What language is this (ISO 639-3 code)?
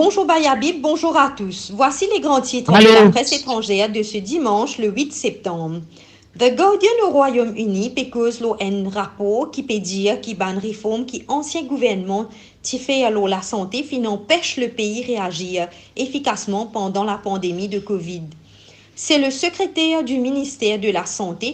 mfe